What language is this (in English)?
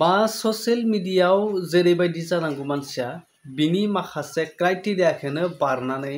Bodo